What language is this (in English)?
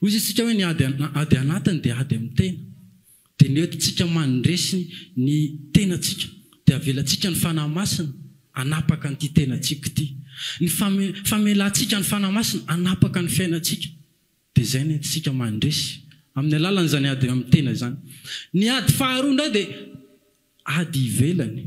Malagasy